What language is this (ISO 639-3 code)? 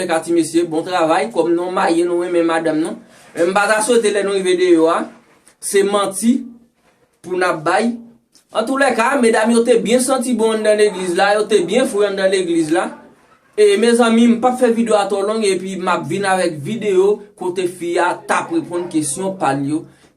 hat